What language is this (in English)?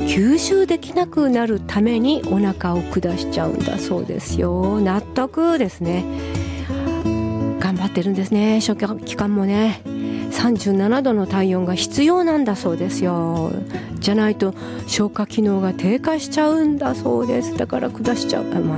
Japanese